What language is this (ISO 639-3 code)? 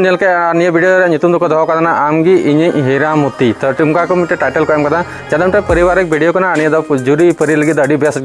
sat